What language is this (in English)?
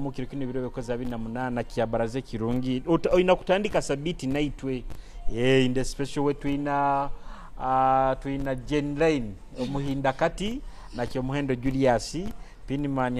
Nyoro